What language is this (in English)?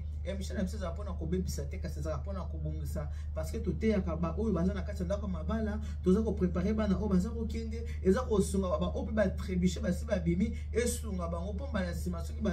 Lingala